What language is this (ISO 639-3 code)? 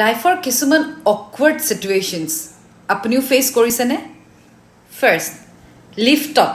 asm